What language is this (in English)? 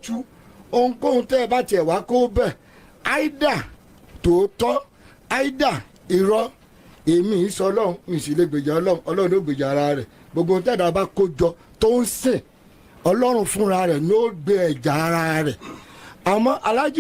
Yoruba